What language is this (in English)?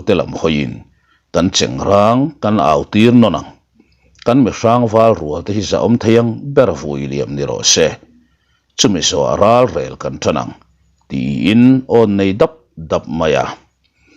Mizo